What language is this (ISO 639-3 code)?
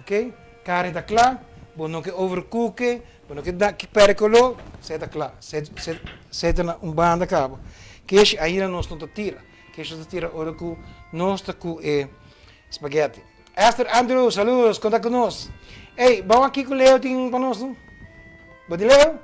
pap